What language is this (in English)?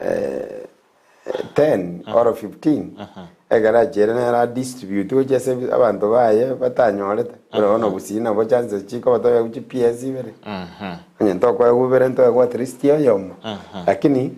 Gusii